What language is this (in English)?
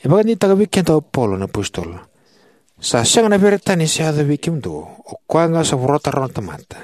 Fijian